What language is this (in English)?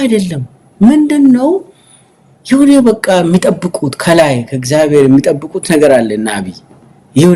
Amharic